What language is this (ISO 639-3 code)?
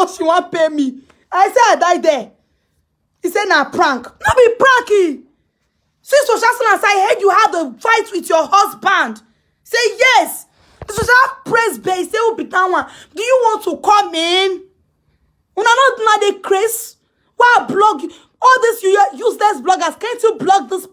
pcm